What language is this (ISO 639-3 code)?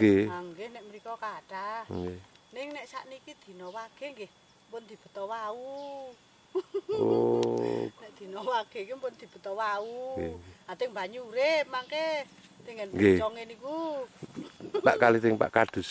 jav